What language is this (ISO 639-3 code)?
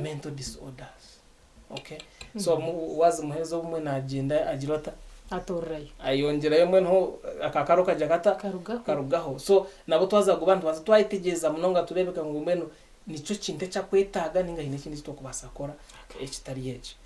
nyn